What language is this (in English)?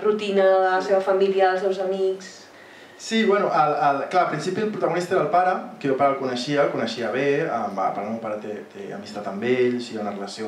Catalan